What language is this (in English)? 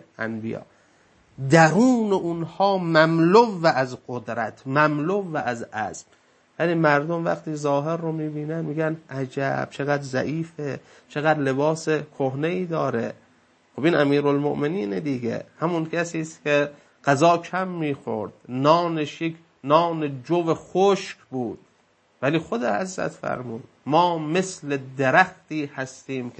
Persian